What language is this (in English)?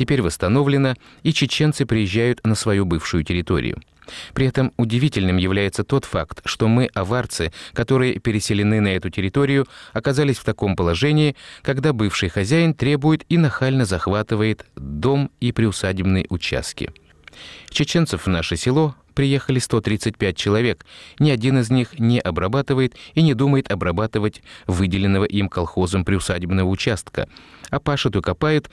Russian